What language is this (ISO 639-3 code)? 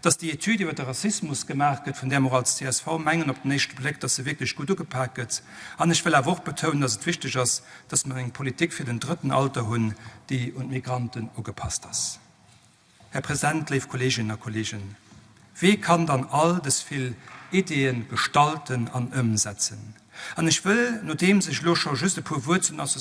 ltz